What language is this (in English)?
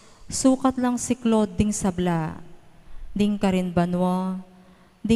Pampanga